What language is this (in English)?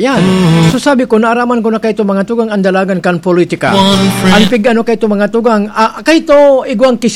Bikol